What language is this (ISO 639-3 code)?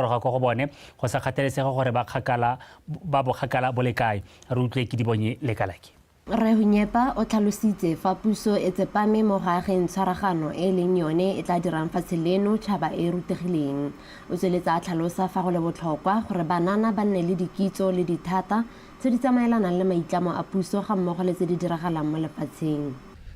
tsn